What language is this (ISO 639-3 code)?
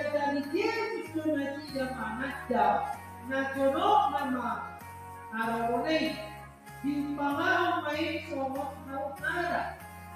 bbc